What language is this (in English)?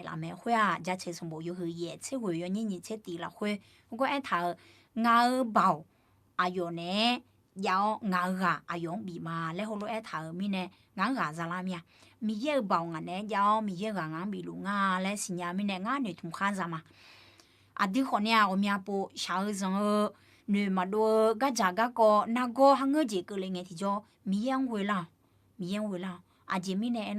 Akha